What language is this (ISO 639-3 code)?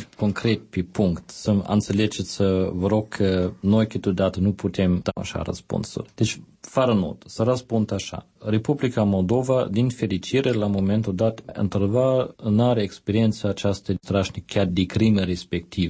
ron